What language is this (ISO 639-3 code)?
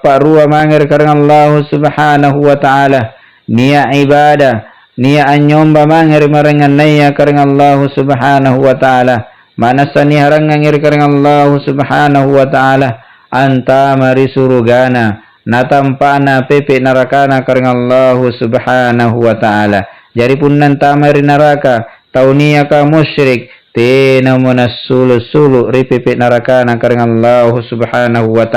mak